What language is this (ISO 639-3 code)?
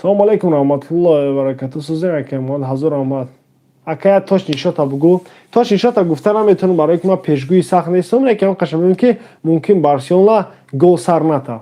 tgk